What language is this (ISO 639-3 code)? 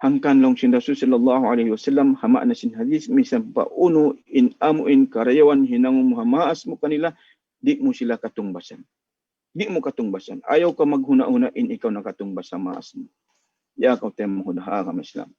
tsg